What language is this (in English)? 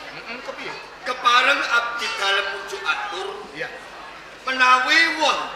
Javanese